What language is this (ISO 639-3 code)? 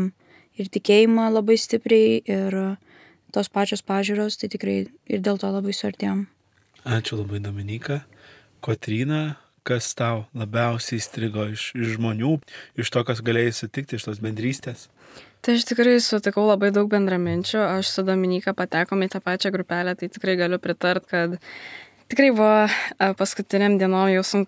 lit